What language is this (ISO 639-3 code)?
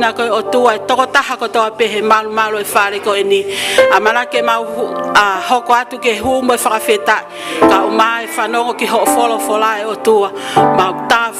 ton